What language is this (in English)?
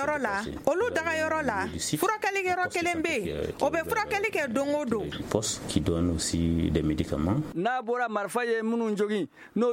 Bambara